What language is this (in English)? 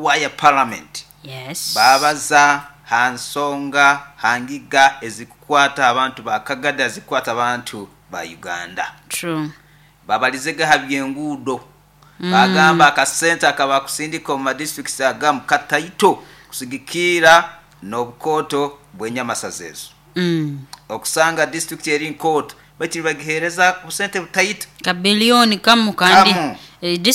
Nyoro